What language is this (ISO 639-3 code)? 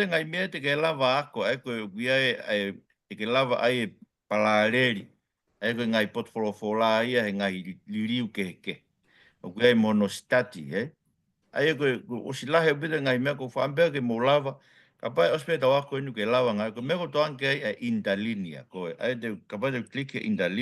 ton